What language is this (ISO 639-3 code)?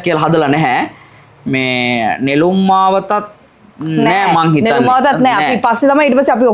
sin